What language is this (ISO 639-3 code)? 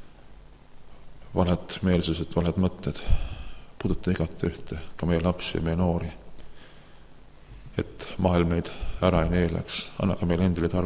est